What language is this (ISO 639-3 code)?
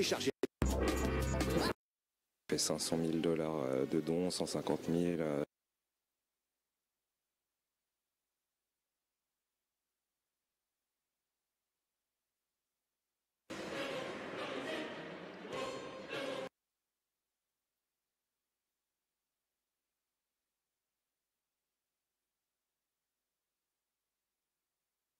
fra